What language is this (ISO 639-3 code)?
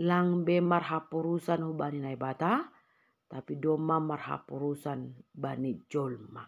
bts